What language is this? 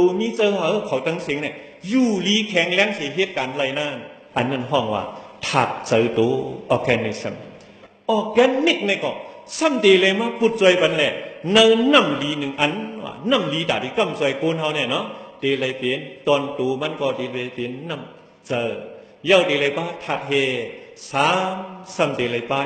Shan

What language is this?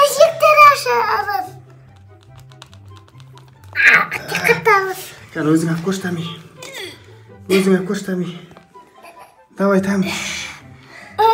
Kazakh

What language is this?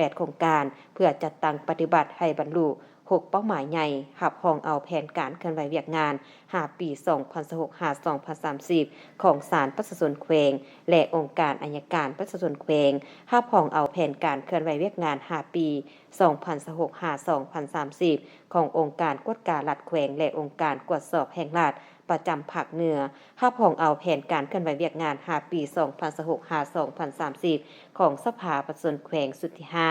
Lao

